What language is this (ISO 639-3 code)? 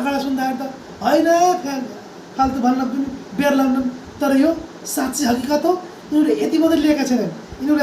nep